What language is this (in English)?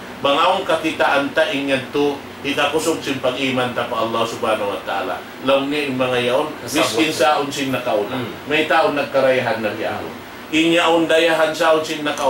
Tausug